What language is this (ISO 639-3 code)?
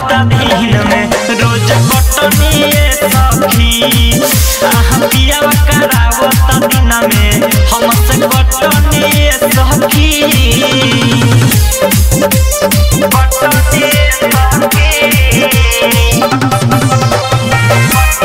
bho